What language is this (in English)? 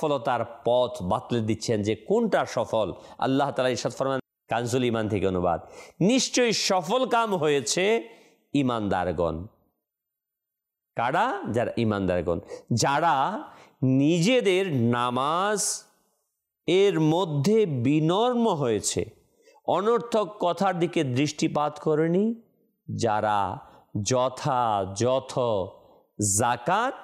Bangla